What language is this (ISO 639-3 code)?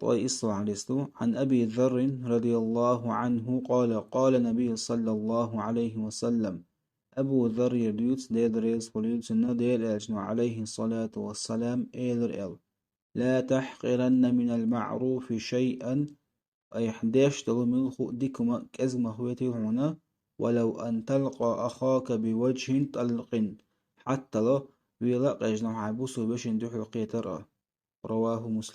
che